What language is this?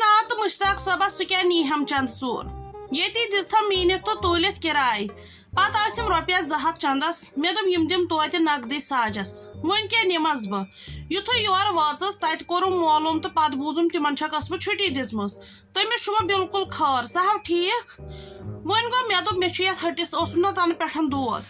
Kashmiri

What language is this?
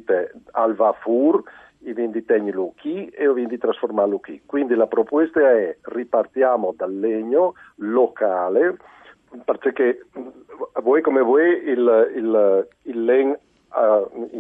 Friulian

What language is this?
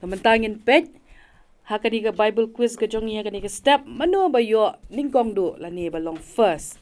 Khasi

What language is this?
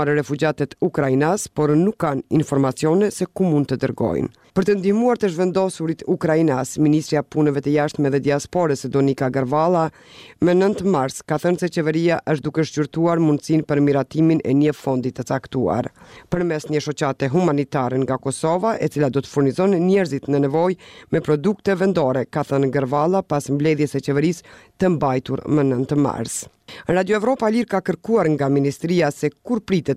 Albanian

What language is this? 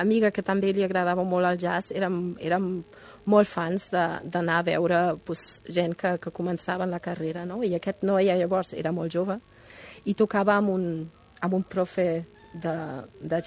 Catalan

